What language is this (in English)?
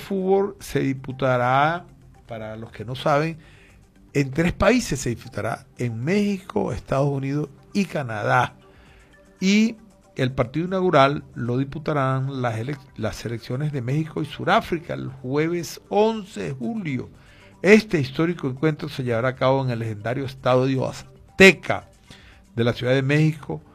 Spanish